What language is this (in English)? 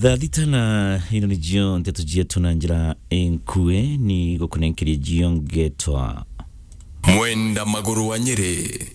Meru